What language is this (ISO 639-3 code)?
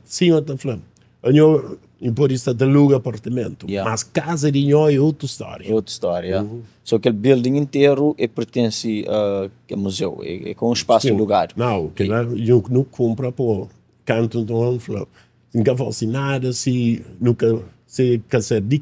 kea